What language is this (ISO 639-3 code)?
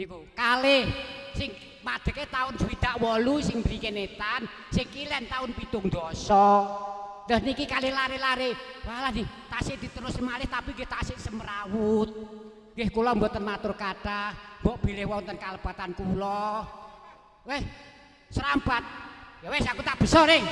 jav